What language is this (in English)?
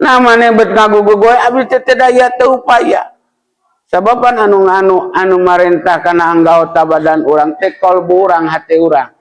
Sundanese